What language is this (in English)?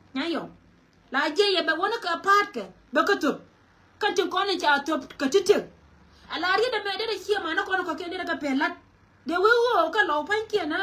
Nuer